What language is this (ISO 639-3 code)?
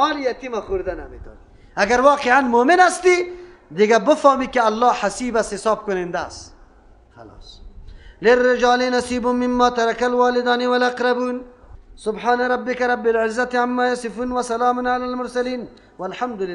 fas